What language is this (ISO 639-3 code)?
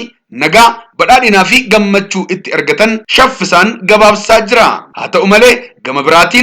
orm